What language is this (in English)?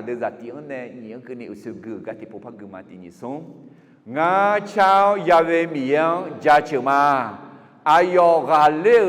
Akha